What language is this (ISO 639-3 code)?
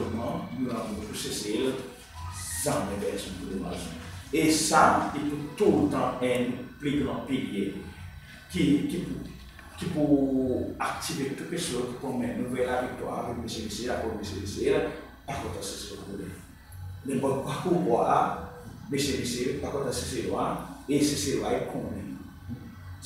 crs